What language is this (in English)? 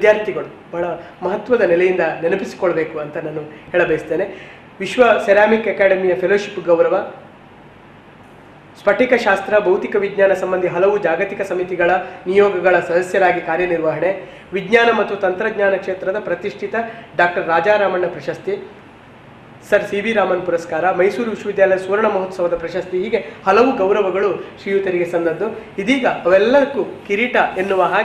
Kannada